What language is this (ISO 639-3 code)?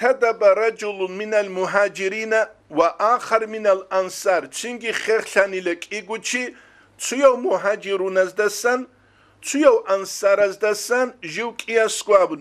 ava